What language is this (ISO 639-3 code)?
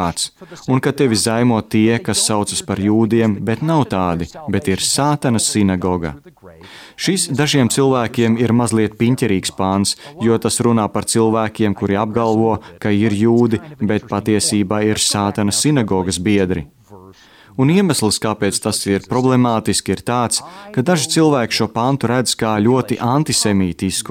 lav